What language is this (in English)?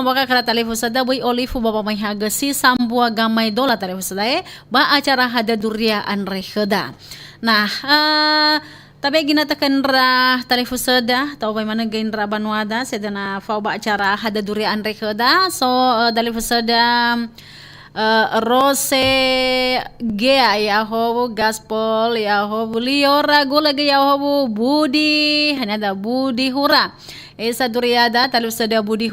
Nias